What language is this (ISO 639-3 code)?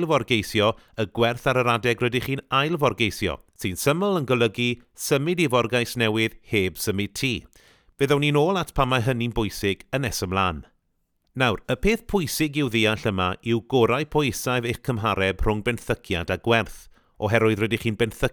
cym